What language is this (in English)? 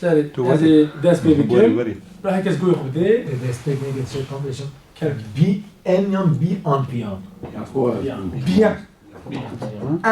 Kurdish